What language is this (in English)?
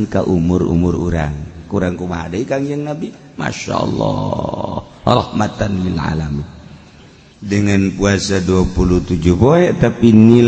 Sundanese